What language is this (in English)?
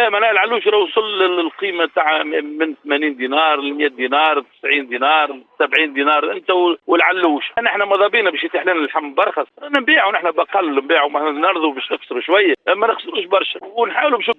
Tunisian Arabic